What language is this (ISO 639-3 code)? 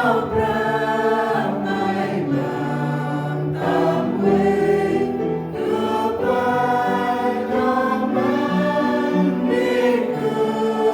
cmo